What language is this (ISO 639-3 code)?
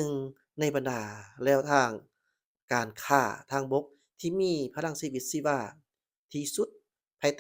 lao